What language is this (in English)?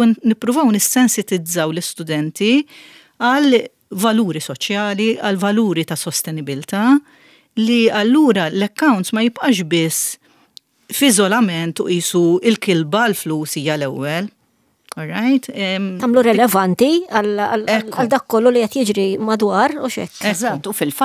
Maltese